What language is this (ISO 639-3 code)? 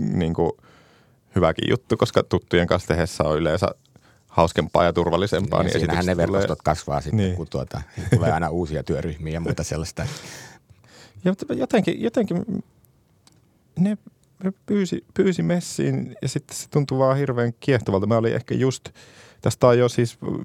fin